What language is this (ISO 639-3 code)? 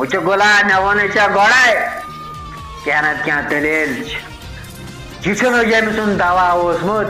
kas